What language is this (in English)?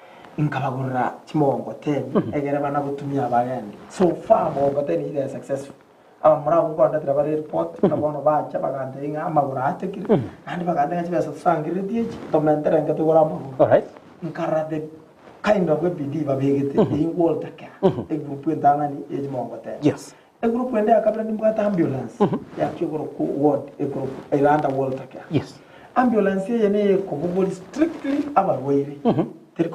Gusii